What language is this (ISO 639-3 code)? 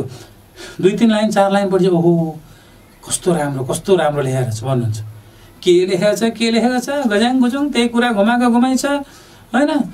nep